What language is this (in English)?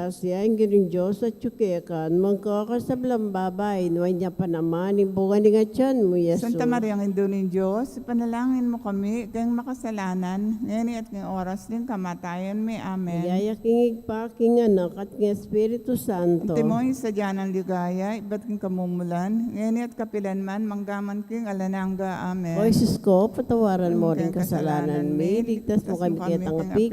Pampanga